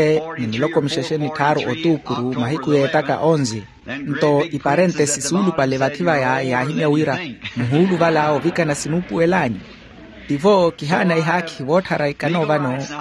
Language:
Makhuwa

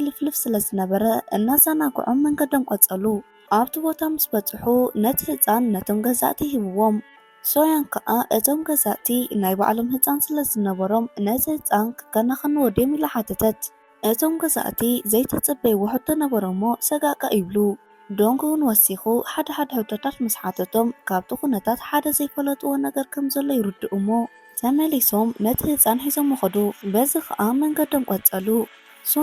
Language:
Tigrinya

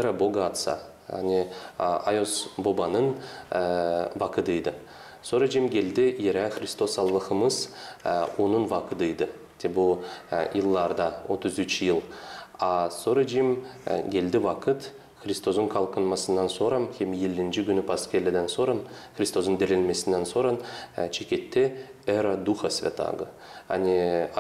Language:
Gagauz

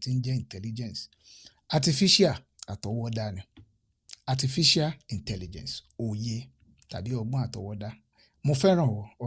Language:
Yoruba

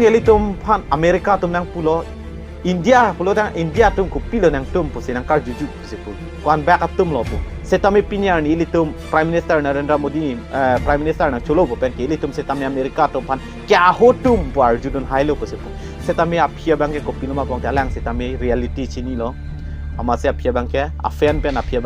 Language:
Karbi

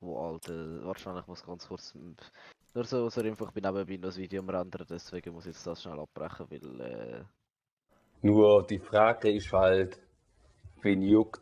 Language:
Swiss German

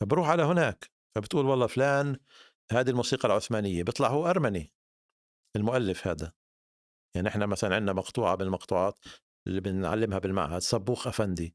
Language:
North Levantine Arabic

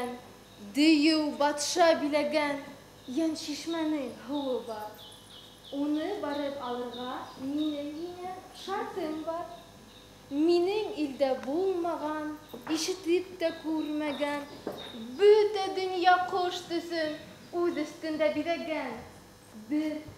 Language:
Bashkir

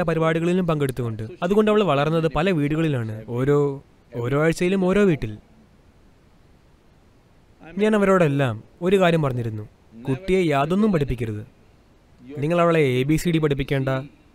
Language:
Malayalam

